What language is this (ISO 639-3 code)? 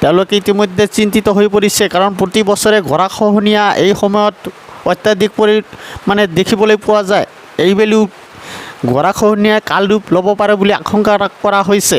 asm